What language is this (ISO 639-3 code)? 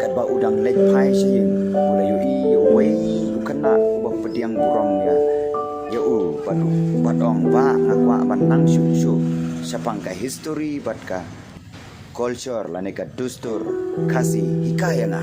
kha